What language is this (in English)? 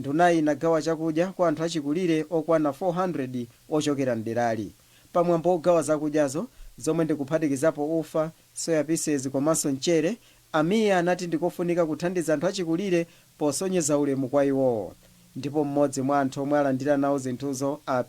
Nyanja